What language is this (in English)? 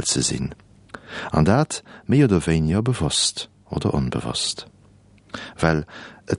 Luxembourgish